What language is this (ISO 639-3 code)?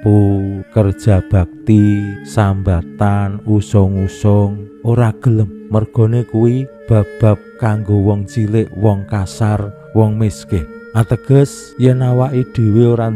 jav